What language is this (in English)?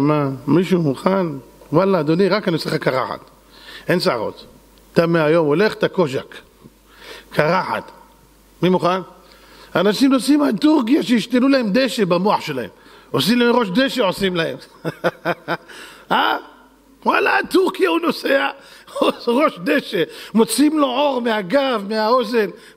Hebrew